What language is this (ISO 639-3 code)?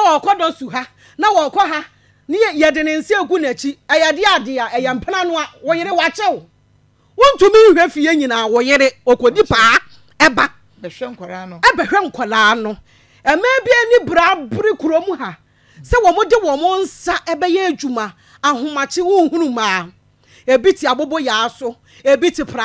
aka